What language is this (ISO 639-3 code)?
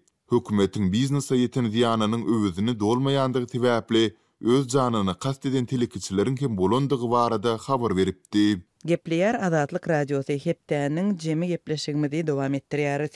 tuk